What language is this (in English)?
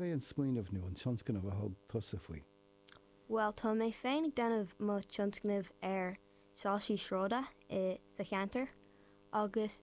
Irish